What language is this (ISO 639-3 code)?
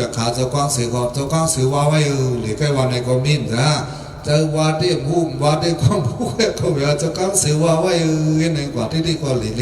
shn